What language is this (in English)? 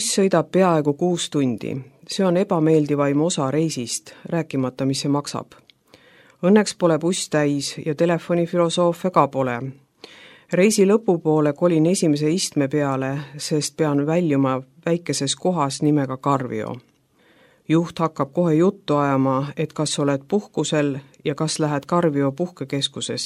Estonian